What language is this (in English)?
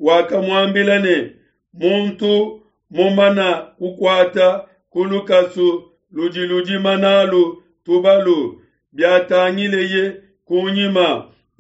Luba-Lulua